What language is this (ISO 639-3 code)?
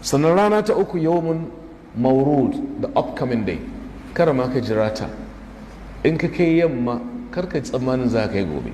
hau